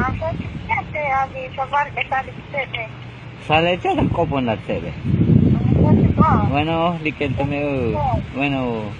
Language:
Tzotzil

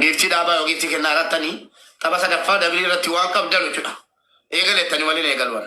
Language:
Oromo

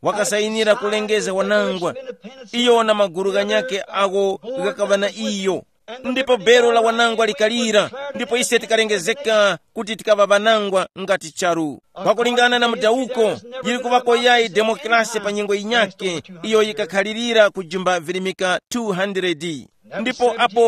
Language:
Tumbuka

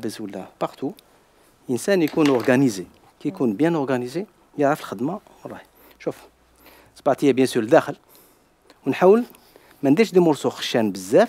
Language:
Algerian Arabic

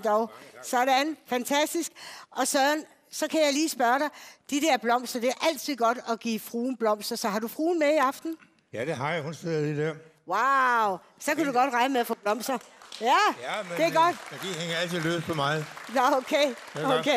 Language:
Danish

